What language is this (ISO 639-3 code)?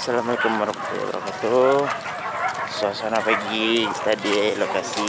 min